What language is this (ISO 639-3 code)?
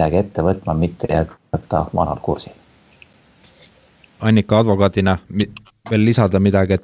est